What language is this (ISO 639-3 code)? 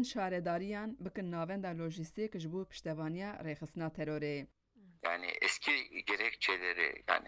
kur